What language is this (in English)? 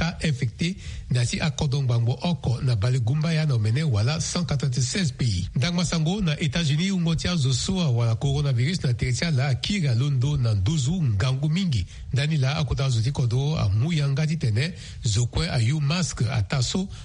Sango